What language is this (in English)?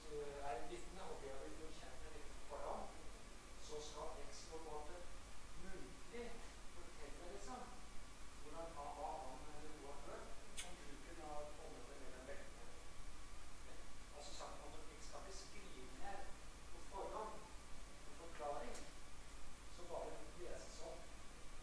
Norwegian